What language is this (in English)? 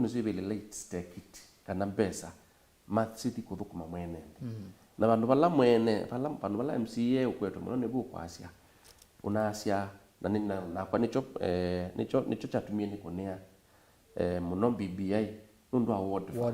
Kamba